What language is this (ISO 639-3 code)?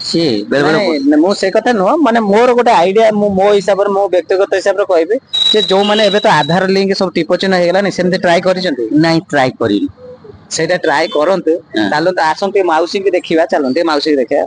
ori